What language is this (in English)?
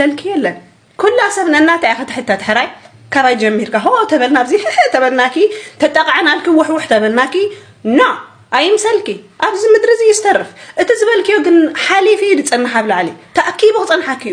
Tigrinya